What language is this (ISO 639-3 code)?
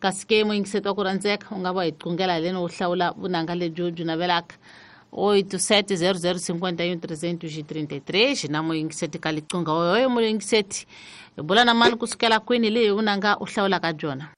tso